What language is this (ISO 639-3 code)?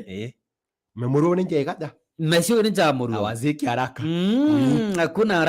mas